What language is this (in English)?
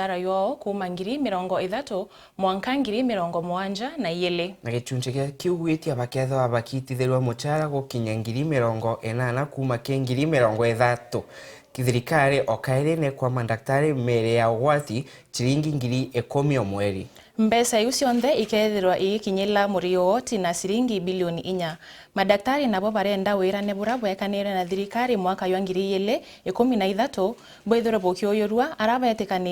Meru